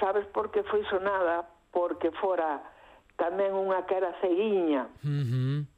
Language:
Galician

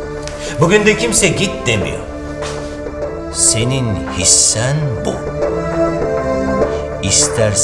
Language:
Turkish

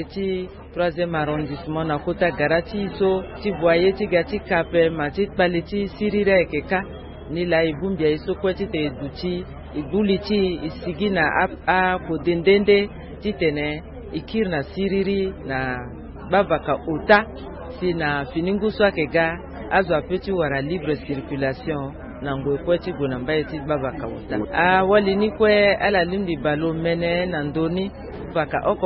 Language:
Sango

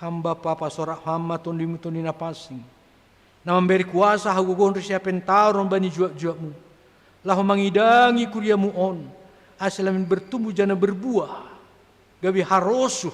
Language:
Batak Simalungun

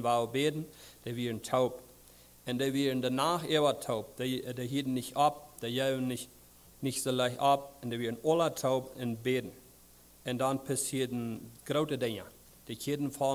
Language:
Plautdietsch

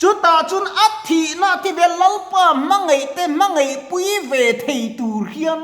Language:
Mizo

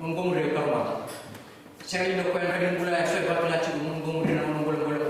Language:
Fijian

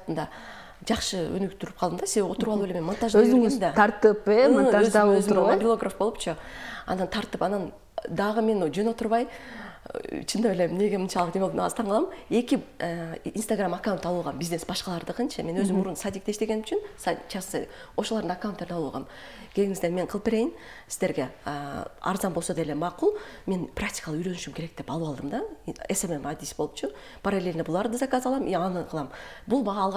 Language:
Kyrgyz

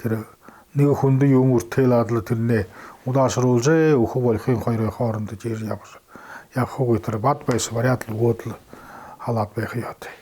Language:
Buriat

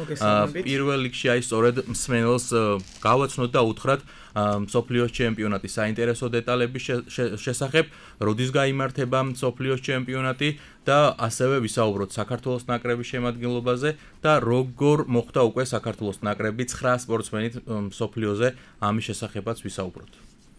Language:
Georgian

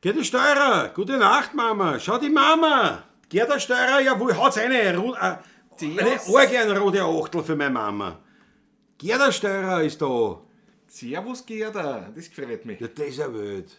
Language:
Bavarian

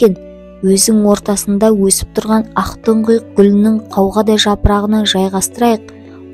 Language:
Kazakh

